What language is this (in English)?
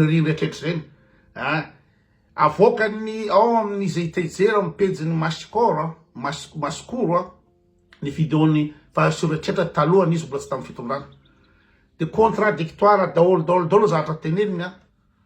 Malagasy